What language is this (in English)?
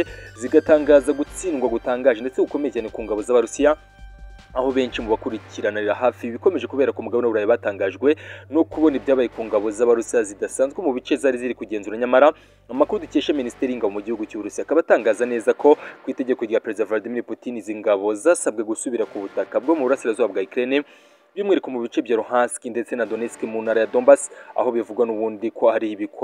Kinyarwanda